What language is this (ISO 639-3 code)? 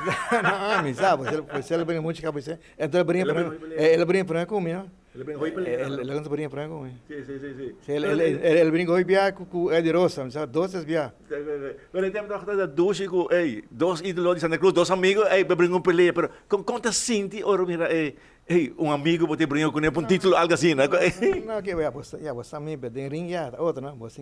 pap